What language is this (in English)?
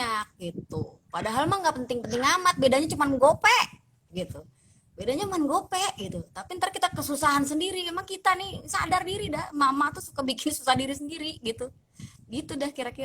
Betawi